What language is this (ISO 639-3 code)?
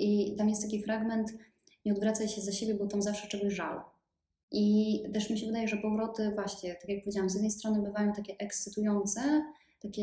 pol